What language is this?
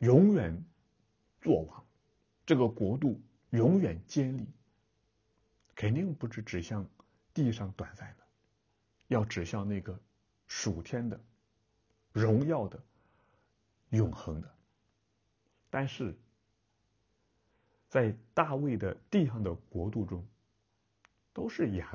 Chinese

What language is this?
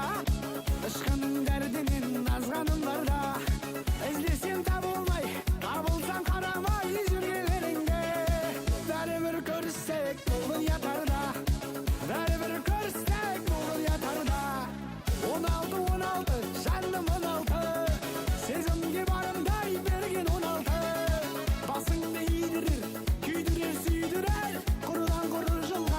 Kara-Kalpak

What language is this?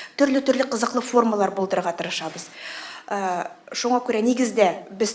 Tatar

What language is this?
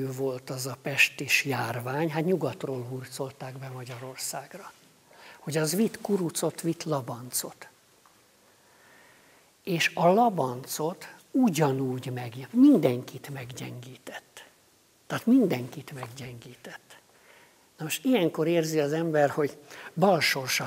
Hungarian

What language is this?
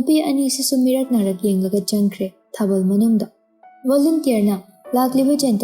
Manipuri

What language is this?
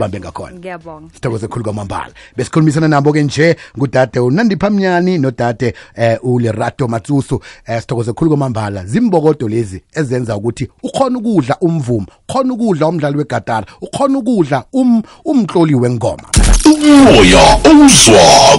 South Ndebele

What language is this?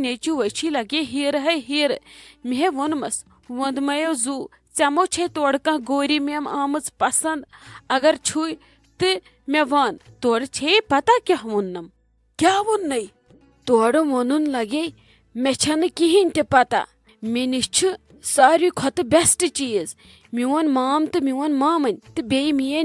Kashmiri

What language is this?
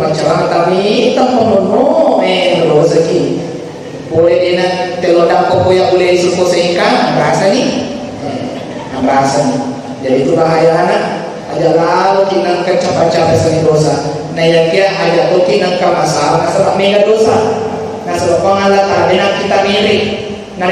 Buginese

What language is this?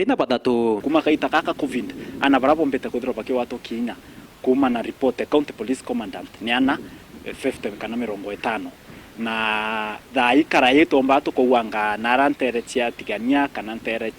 Meru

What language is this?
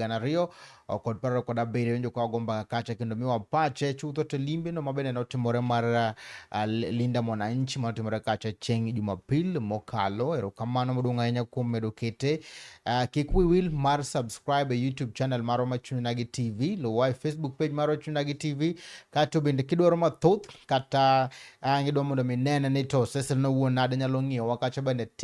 Luo (Kenya and Tanzania)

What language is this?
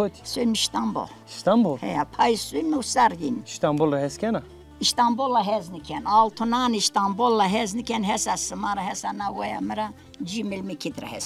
Zaza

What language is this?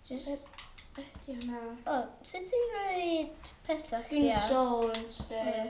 Welsh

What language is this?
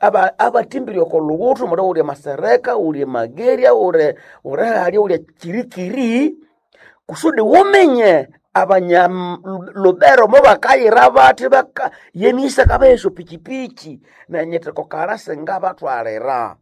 Nande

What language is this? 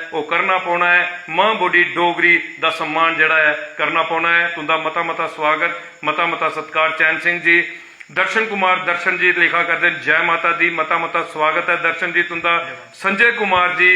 Dogri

